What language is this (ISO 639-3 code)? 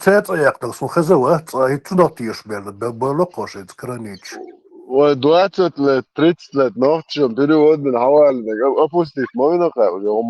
che